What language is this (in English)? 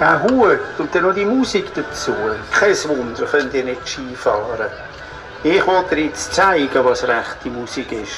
Swiss German